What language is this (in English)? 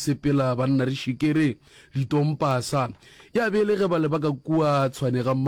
Northern Sotho